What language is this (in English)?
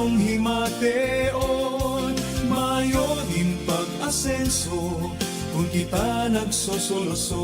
Bikol